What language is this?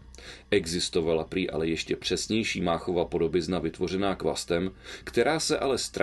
Czech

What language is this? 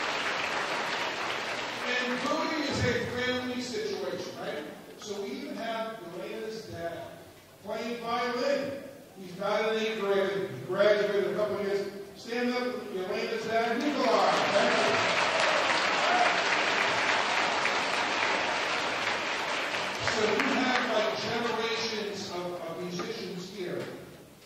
English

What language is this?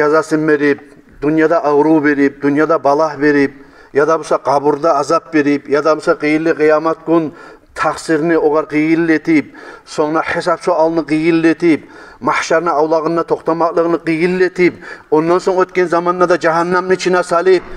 Kumyk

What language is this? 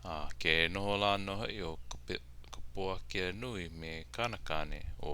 Hawaiian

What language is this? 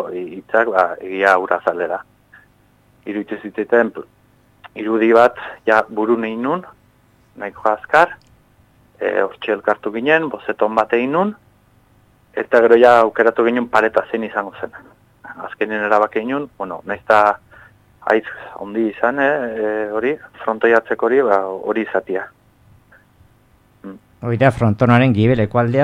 Basque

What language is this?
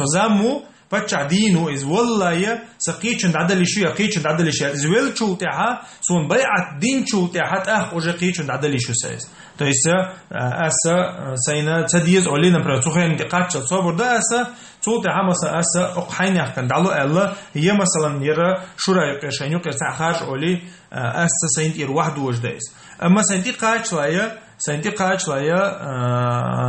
Chechen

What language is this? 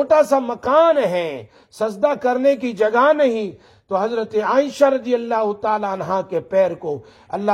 Urdu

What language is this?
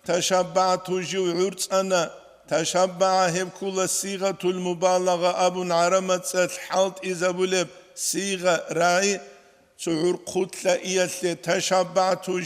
Avaric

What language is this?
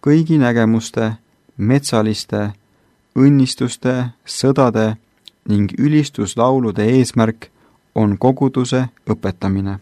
Estonian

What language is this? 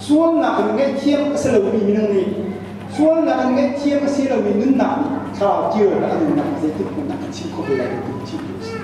Hakha Chin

